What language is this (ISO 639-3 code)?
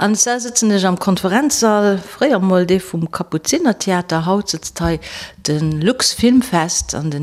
ltz